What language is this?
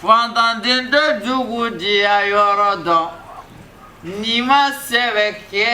Bambara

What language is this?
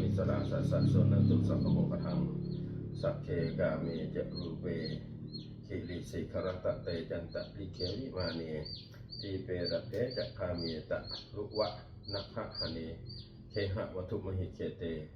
Pali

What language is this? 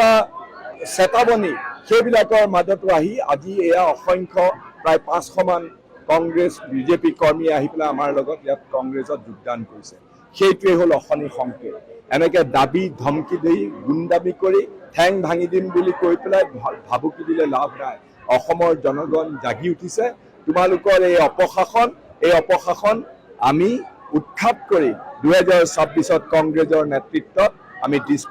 Assamese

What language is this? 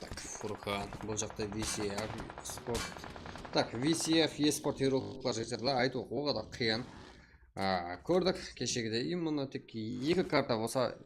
Kara-Kalpak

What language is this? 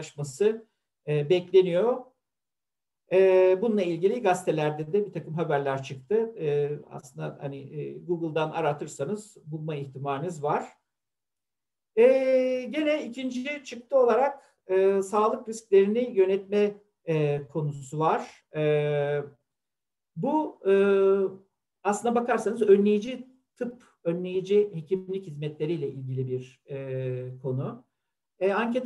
Turkish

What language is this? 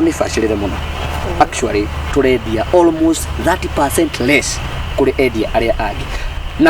Kikuyu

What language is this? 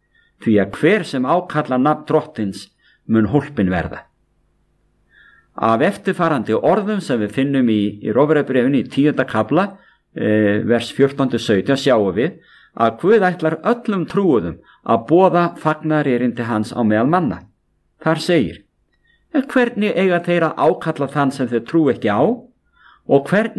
Icelandic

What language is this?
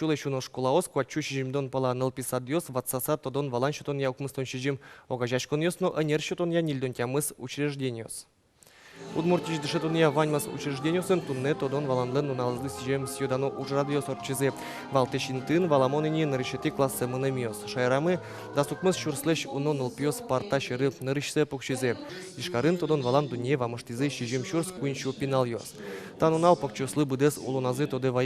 Udmurt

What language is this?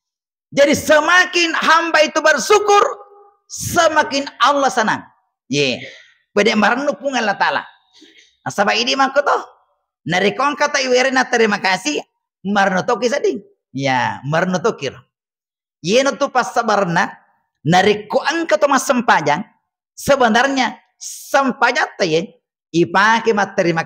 Buginese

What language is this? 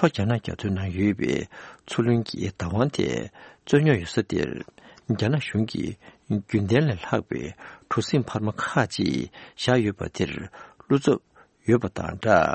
Tibetan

